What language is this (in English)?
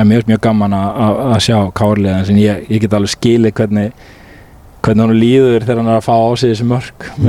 Icelandic